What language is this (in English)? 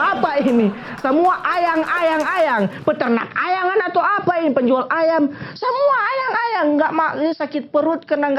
Manado Malay